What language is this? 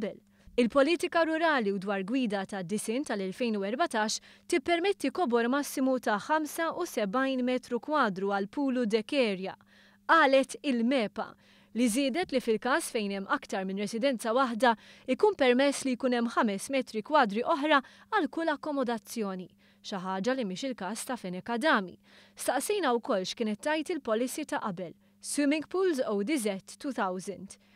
Maltese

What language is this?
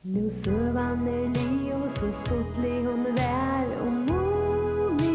Faroese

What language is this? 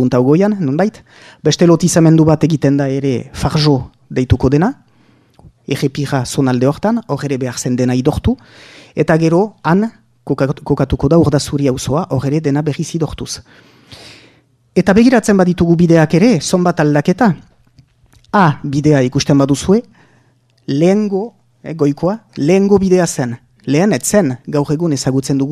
Basque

